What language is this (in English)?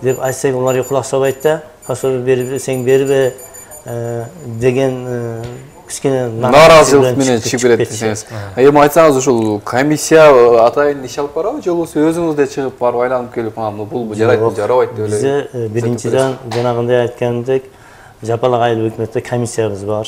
Kyrgyz